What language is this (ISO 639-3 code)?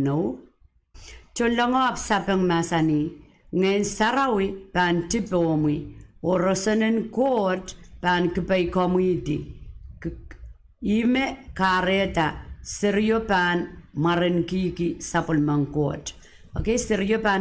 pon